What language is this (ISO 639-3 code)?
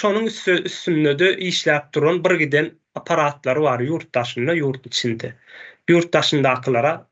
tuk